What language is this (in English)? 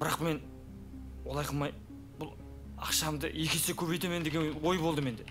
Kara-Kalpak